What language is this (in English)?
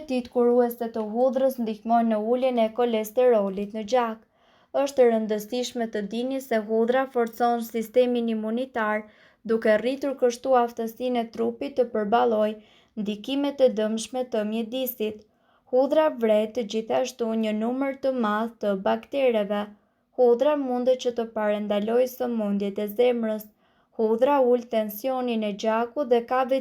Albanian